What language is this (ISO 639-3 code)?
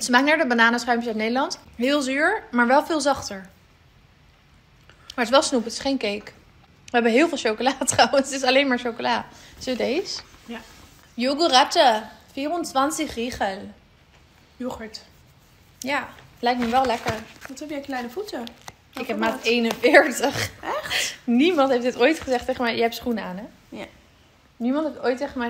nld